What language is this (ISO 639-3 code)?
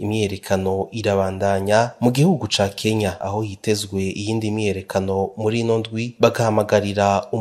run